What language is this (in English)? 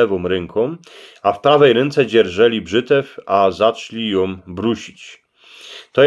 Silesian